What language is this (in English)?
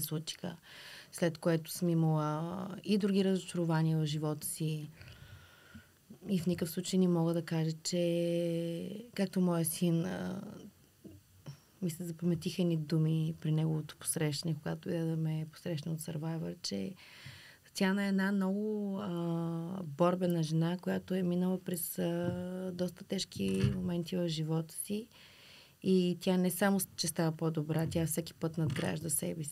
Bulgarian